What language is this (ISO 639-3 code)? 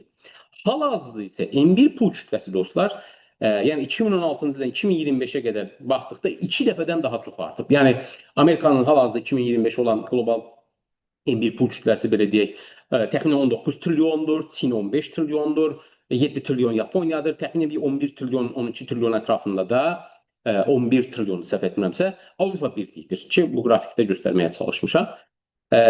aze